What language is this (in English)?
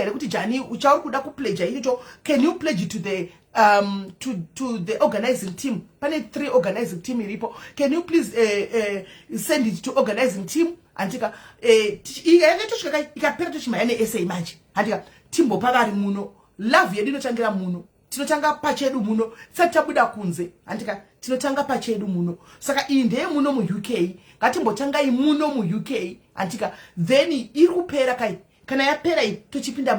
Shona